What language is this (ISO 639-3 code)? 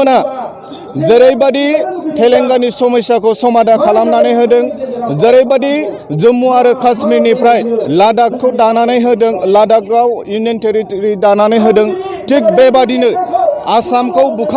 brx